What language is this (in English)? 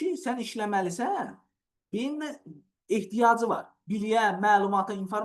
Azerbaijani